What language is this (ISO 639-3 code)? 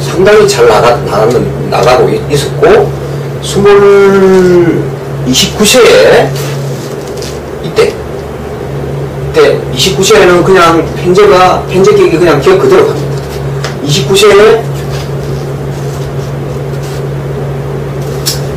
kor